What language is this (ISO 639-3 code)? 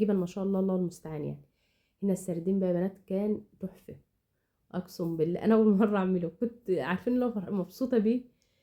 arz